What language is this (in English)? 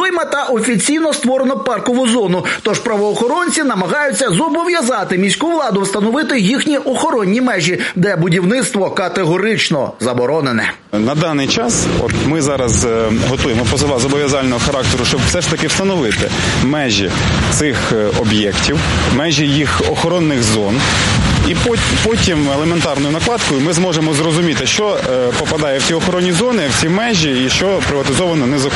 Ukrainian